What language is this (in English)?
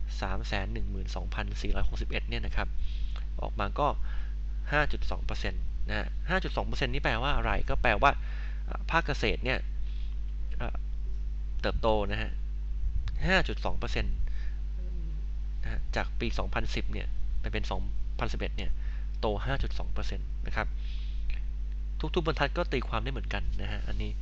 Thai